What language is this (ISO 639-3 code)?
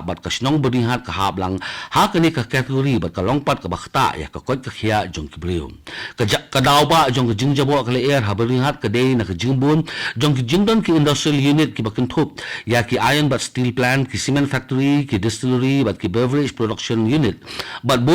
kha